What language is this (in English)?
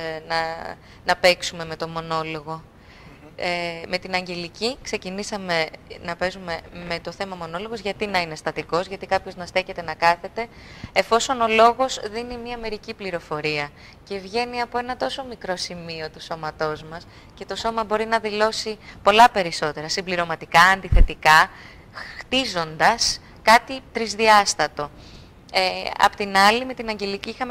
Greek